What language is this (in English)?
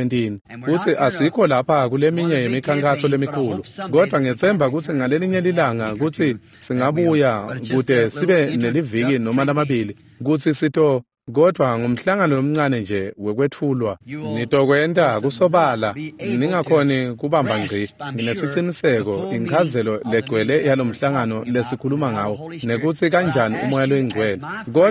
Swati